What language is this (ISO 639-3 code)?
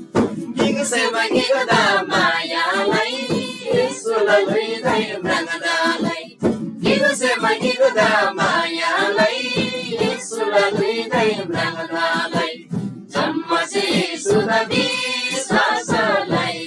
taj